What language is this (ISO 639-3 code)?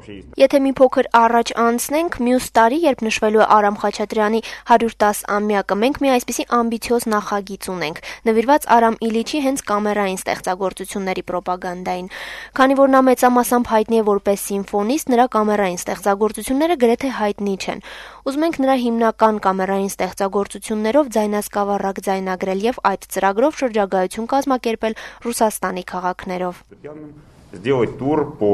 hye